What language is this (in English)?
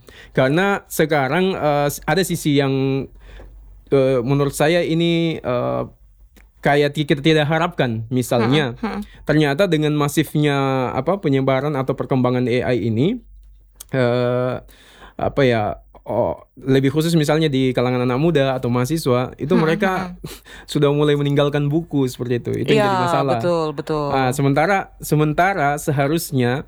Indonesian